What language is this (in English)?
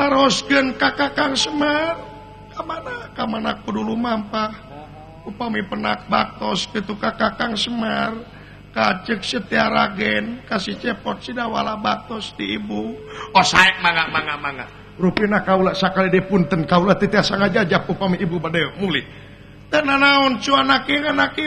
Sundanese